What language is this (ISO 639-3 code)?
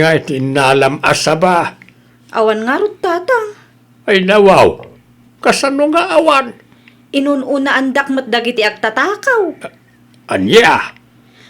ilo